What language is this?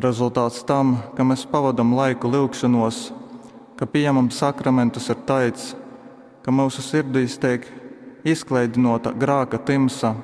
Latgalian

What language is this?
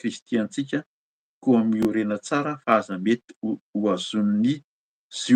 Malagasy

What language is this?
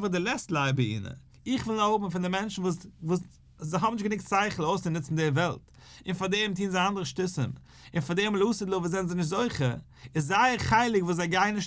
Yiddish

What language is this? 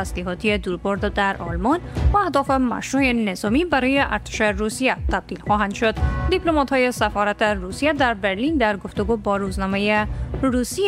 Persian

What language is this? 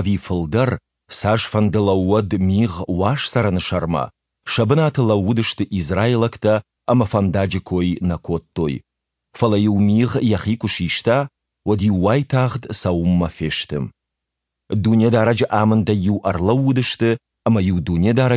Ossetic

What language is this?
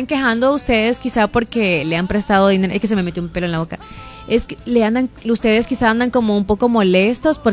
Spanish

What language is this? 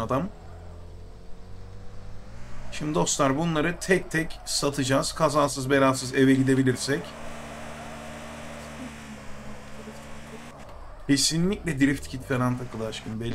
Turkish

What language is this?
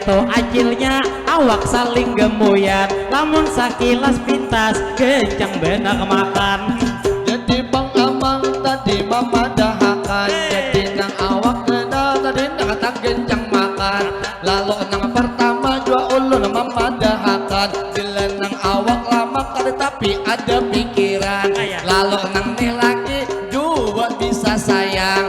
Banjar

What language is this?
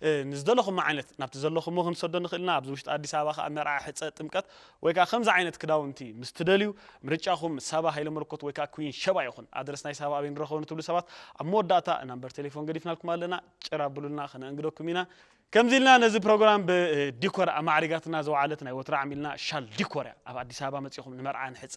Tigrinya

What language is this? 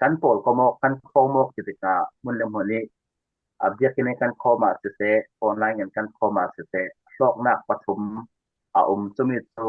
Falam Chin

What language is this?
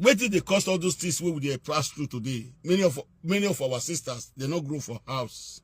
Nigerian Pidgin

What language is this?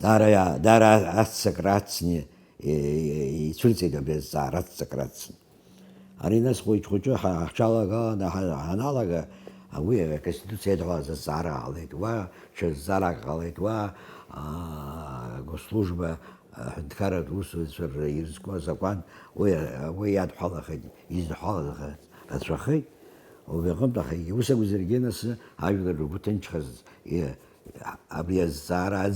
Abkhazian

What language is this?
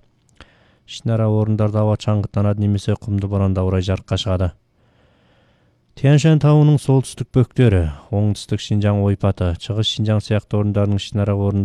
Kazakh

